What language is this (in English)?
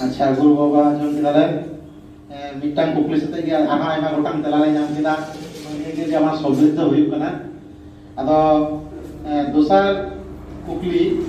Santali